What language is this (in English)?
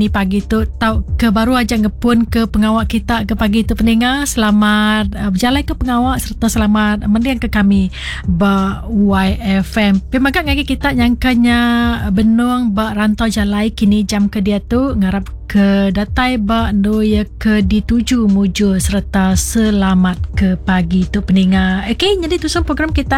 Iban